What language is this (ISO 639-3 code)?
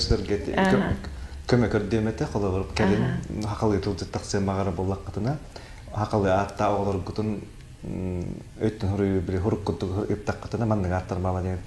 sah